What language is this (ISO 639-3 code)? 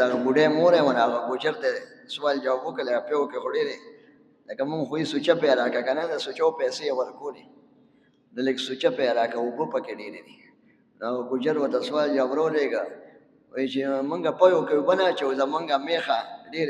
pus